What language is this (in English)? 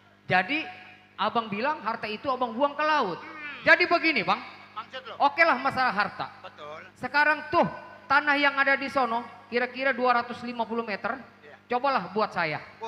Betawi